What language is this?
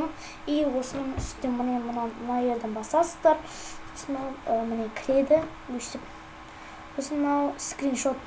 Kazakh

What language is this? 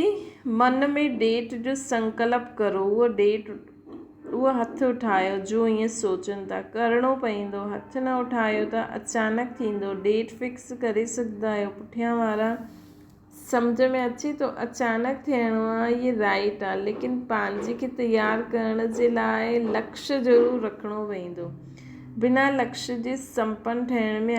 Sindhi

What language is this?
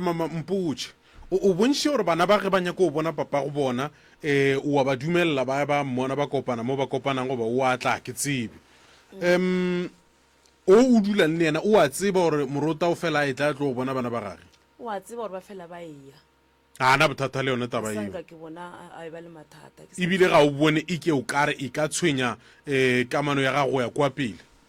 Northern Sotho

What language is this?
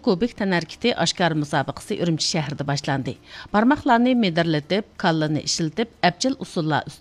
Uyghur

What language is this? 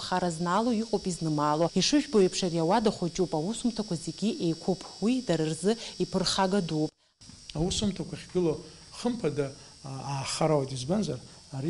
Abkhazian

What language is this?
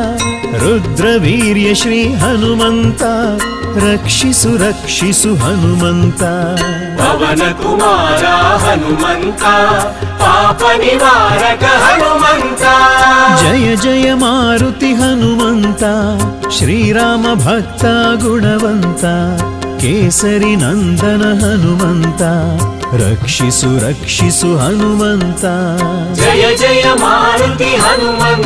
Kannada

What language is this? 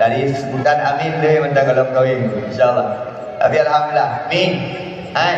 Achinese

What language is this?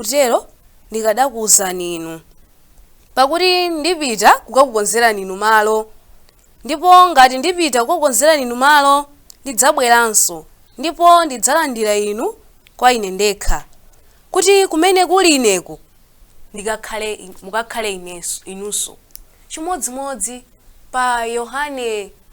Nyanja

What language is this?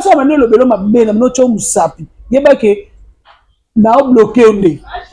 Lingala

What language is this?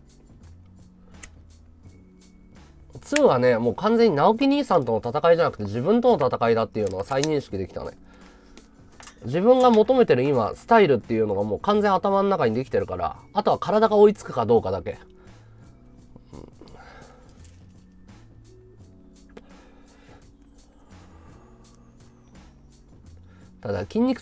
Japanese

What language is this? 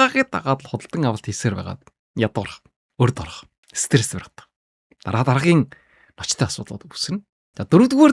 Mongolian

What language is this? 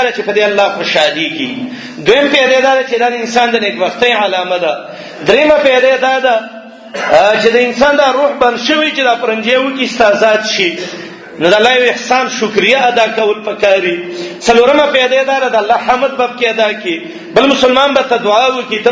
Pashto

